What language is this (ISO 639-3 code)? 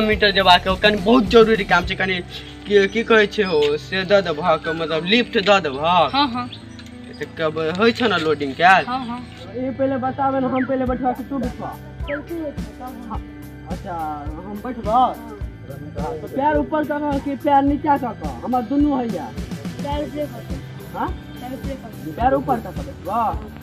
mai